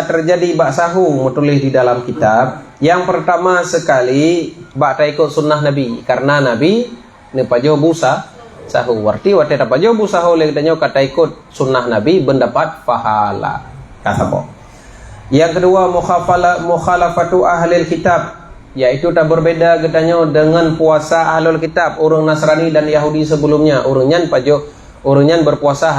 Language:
Achinese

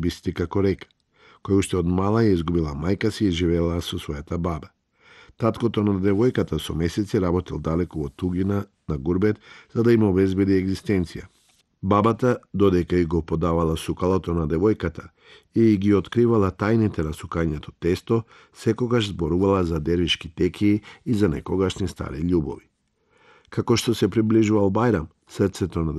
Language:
Macedonian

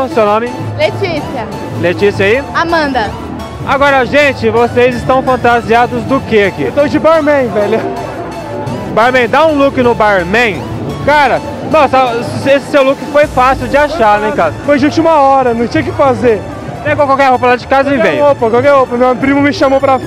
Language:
Portuguese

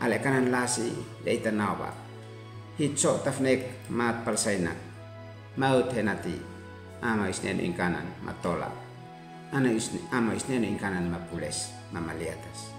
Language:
Uab Meto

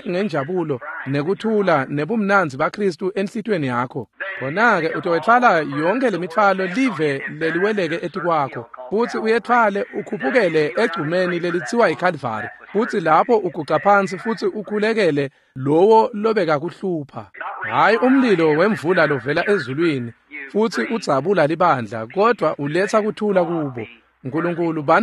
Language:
Swati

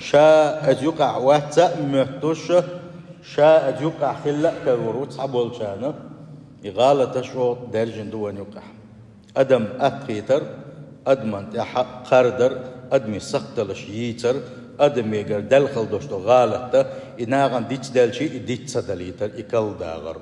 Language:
Chechen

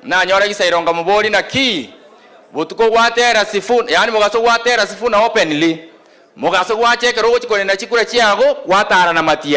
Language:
Gusii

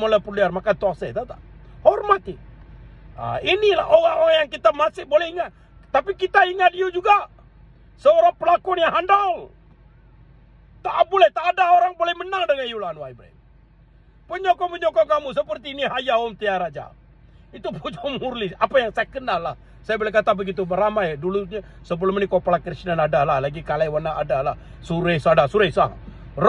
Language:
Malay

